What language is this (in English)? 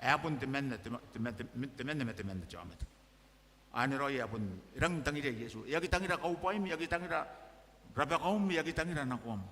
Gilbertese